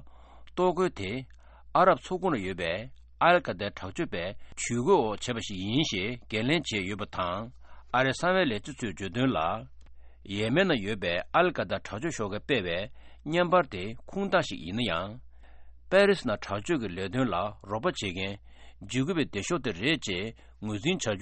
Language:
Tibetan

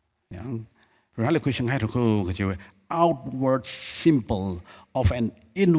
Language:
Tangkhul Naga (India)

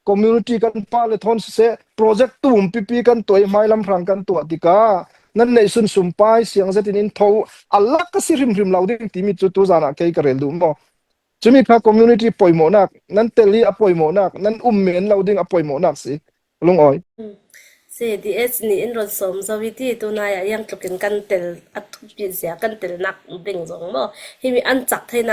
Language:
Hakha Chin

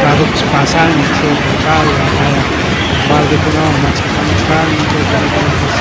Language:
Ayacucho Quechua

